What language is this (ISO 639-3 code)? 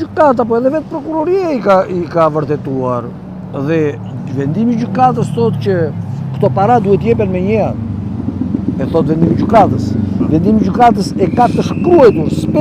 sqi